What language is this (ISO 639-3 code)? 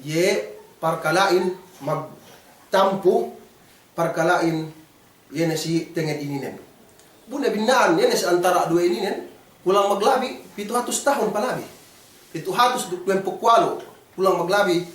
yka